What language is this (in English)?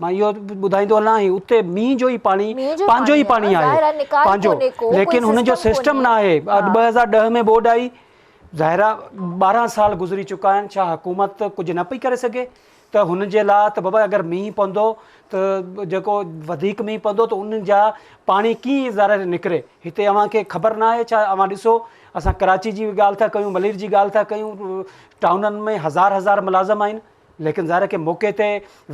Sindhi